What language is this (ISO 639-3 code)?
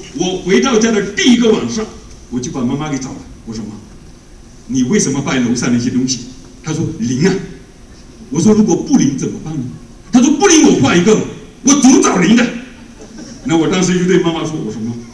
zho